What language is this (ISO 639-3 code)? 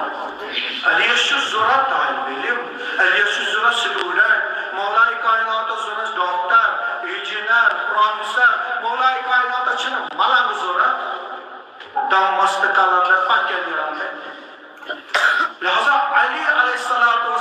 kas